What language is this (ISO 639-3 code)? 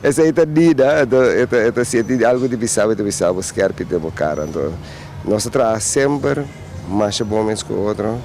pap